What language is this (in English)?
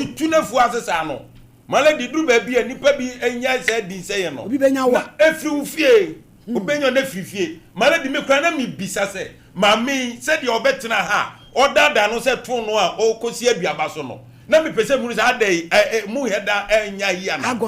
Akan